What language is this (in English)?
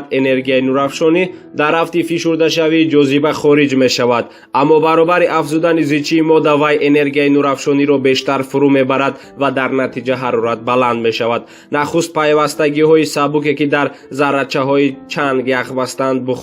Tajik